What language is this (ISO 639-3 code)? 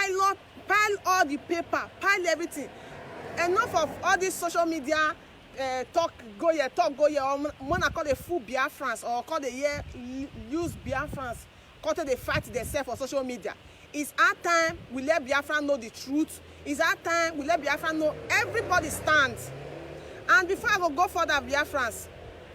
pcm